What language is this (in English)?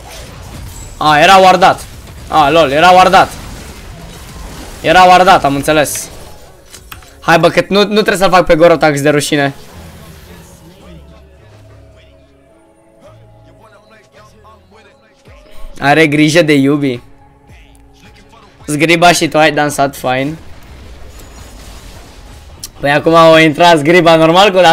Romanian